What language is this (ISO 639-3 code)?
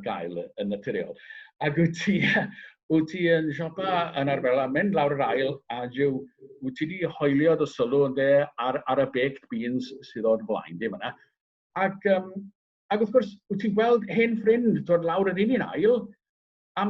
cym